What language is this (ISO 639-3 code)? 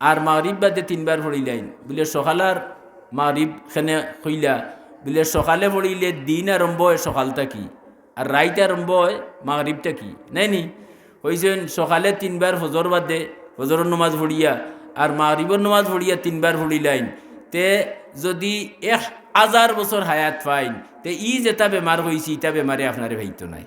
syl